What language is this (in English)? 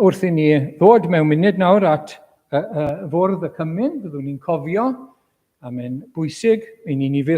Welsh